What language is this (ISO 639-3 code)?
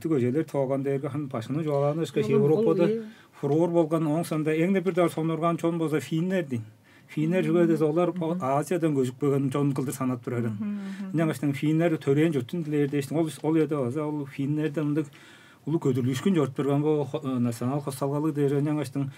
tyv